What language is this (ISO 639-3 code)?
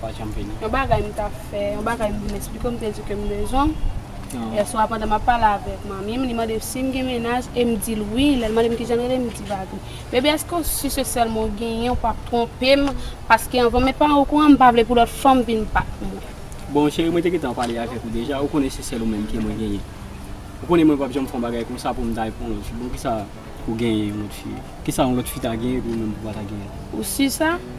hat